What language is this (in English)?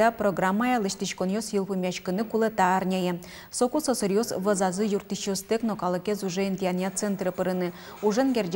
Udmurt